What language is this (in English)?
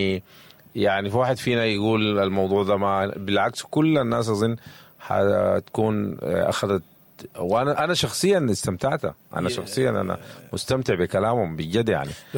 Sudanese Arabic